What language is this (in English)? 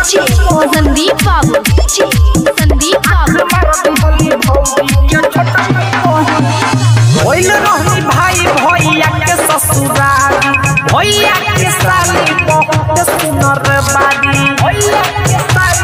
Bhojpuri